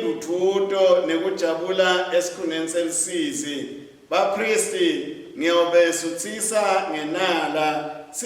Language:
Swati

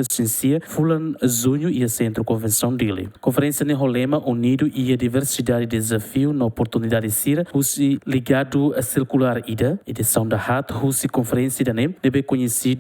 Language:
Tetum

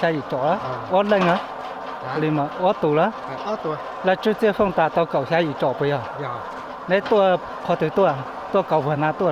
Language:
Hmong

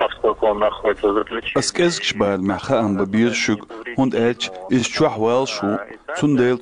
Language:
Chechen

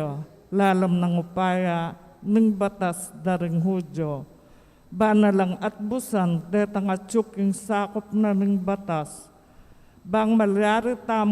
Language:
Pampanga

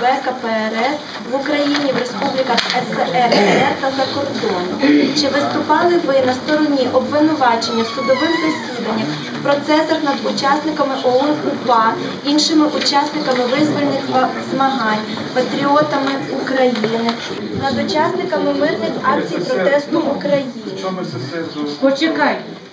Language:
Ukrainian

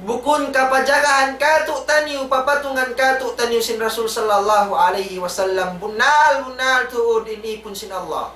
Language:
Tausug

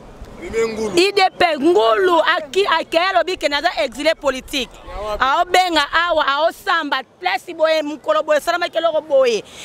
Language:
Lingala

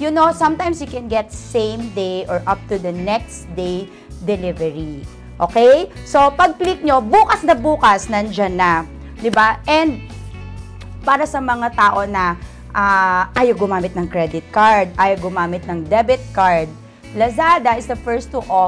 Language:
Filipino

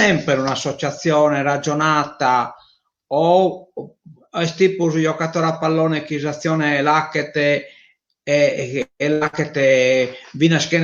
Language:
Sardinian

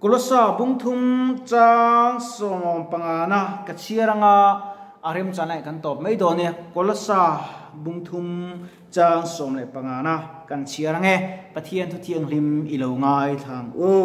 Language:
Mizo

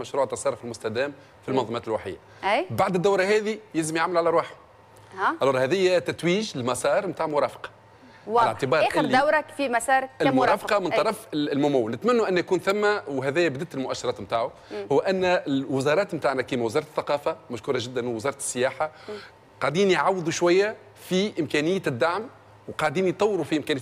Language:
Tunisian Arabic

